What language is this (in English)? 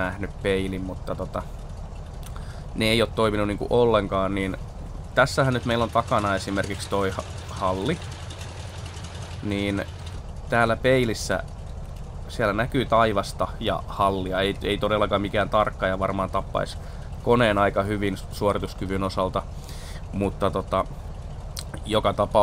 Finnish